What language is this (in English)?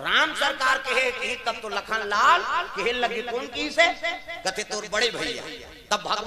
Chhattisgarhi